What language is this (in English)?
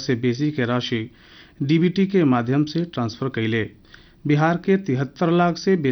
Bhojpuri